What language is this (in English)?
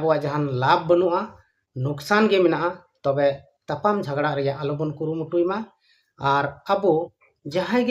Santali